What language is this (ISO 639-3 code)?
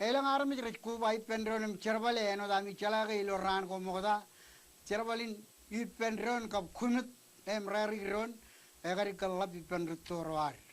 mah